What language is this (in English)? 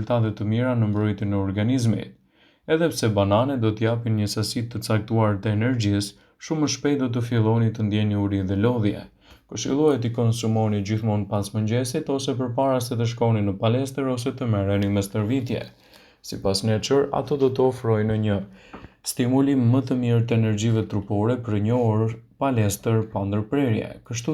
Albanian